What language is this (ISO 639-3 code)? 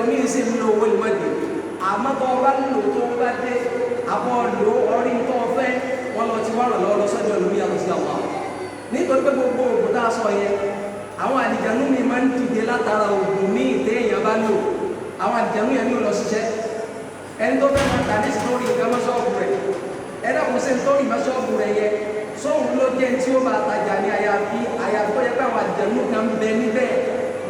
yor